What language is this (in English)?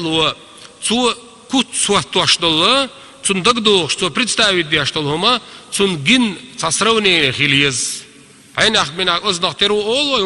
Chechen